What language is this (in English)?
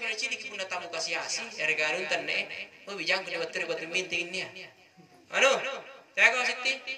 Makasar